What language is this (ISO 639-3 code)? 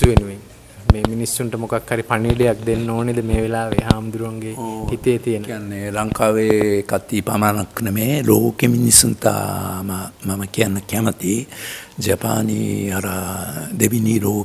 sin